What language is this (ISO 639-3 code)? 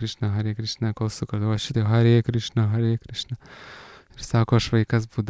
lit